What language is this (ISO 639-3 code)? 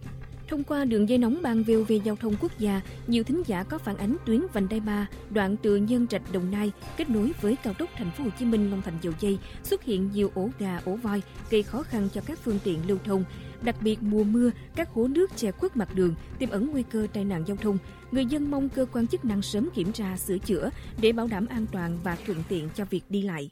vie